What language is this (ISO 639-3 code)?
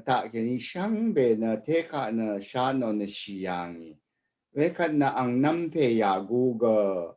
raw